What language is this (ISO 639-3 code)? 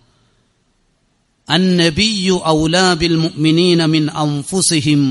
mal